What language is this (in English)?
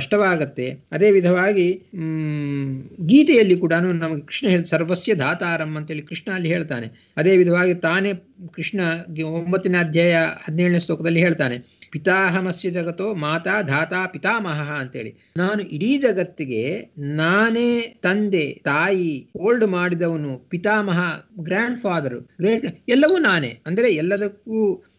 Kannada